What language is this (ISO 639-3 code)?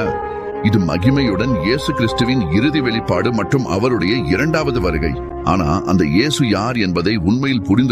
tam